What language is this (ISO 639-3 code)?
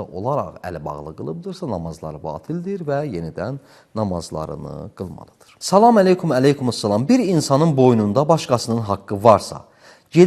aze